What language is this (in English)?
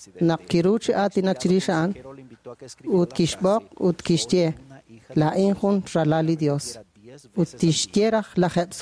Kekchí